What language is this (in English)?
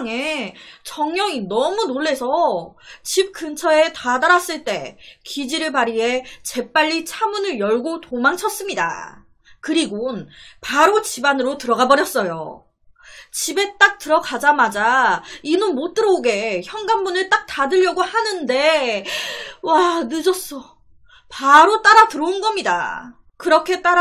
Korean